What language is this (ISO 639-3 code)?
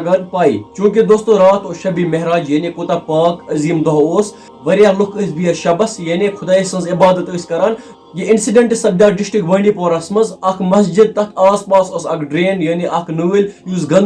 kas